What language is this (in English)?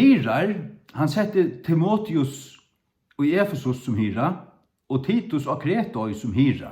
Faroese